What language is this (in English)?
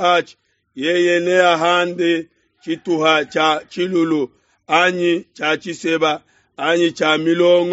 Luba-Lulua